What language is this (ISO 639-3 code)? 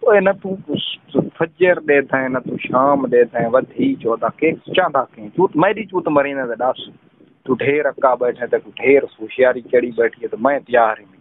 skr